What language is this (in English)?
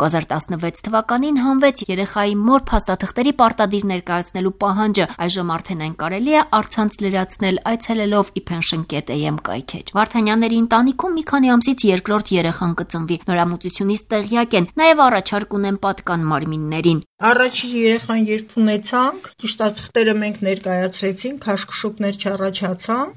Armenian